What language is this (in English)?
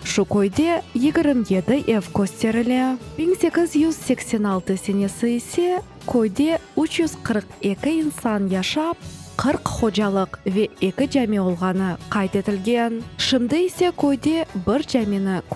Crimean Tatar